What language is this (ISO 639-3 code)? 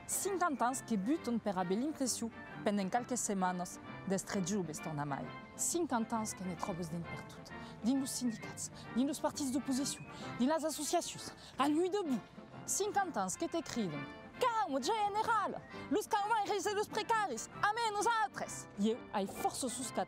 oci